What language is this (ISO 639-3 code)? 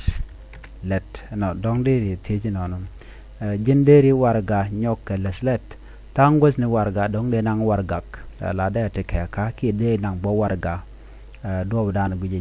nus